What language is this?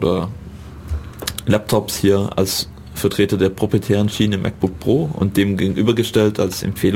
German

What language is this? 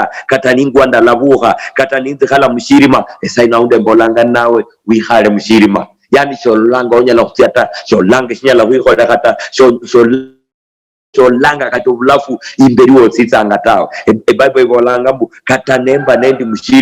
Luyia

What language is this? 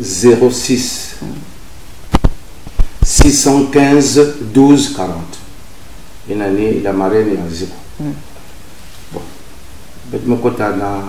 Kituba (Congo)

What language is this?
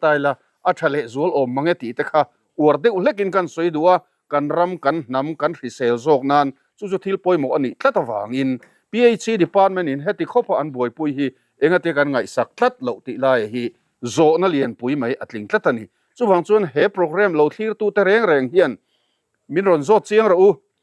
Mizo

